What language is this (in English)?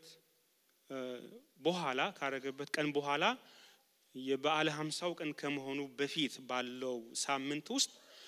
Amharic